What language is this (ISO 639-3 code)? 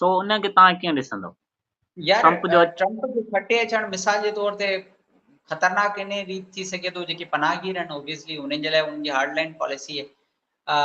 snd